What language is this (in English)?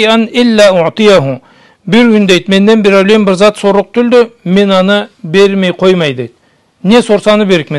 Karachay-Balkar